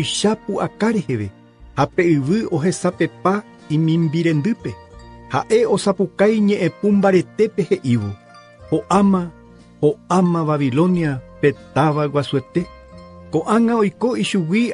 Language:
Guarani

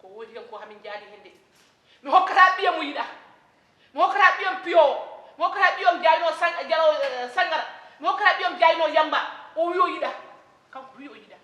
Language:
Fula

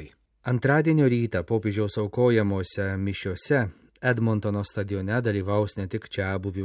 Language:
Lithuanian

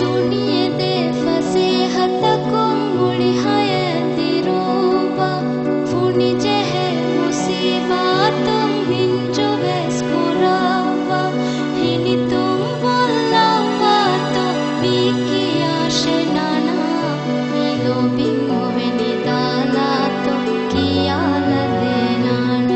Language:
Divehi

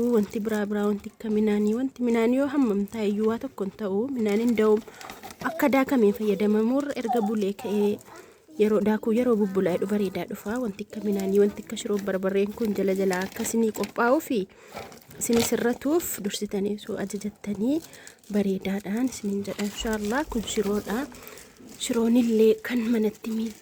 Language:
Oromo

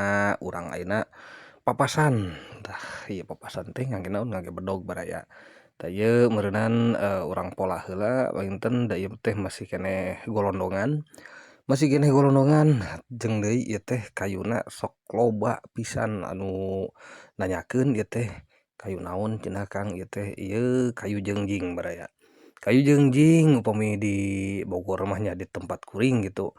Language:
Sundanese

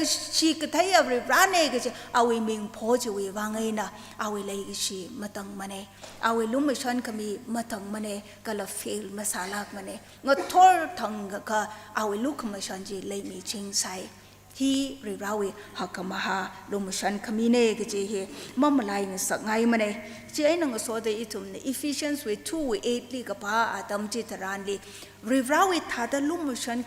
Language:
Tangkhul Naga (India)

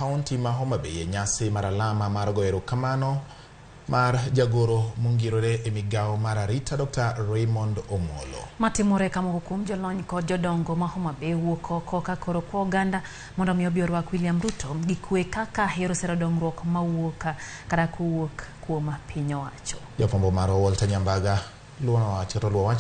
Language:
Luo (Kenya and Tanzania)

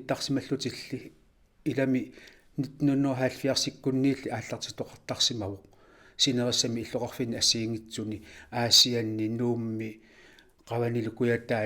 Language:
Kalaallisut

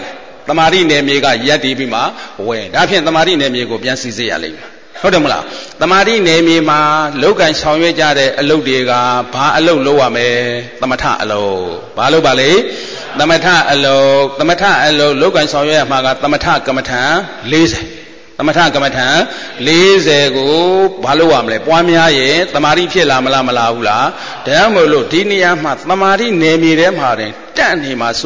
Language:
Burmese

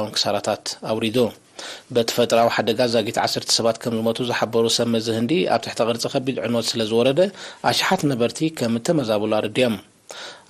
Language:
Tigrinya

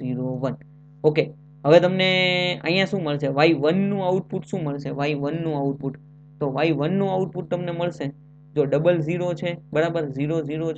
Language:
Gujarati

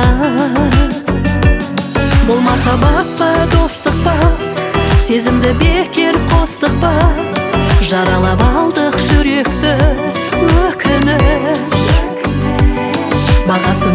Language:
Kazakh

